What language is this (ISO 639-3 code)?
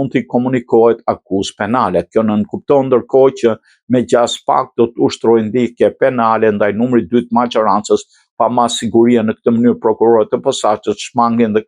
sqi